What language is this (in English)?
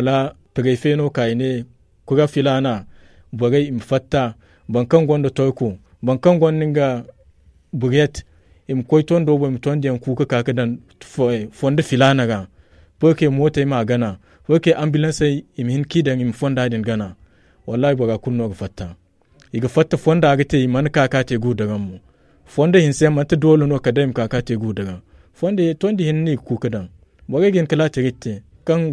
Zarma